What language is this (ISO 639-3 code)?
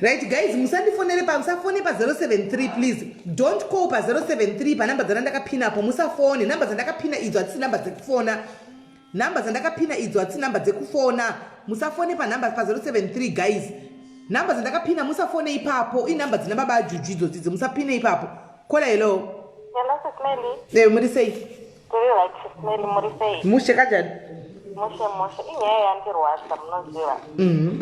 sna